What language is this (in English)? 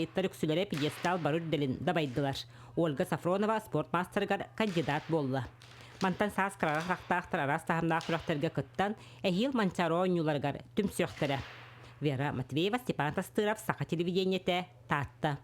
Yakut